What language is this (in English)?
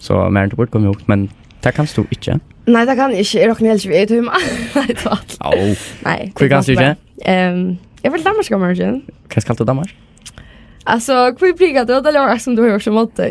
Faroese